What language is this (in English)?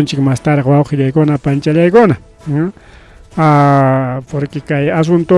Ayacucho Quechua